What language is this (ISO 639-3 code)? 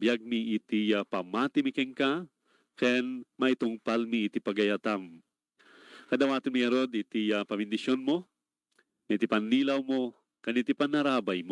ilo